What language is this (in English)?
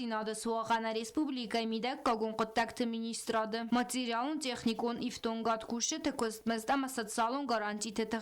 Ossetic